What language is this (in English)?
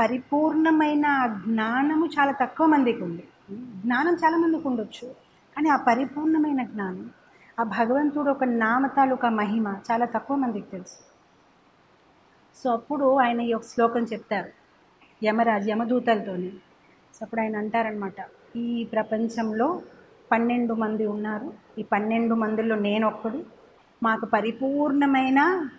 Telugu